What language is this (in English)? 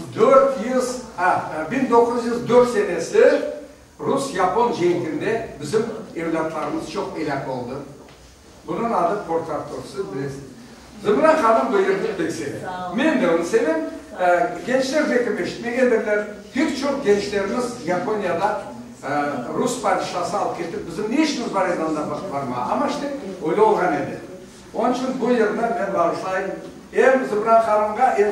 Crimean Tatar